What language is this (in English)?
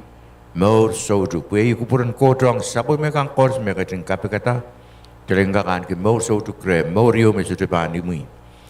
Pohnpeian